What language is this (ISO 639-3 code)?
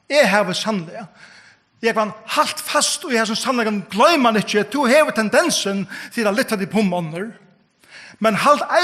fao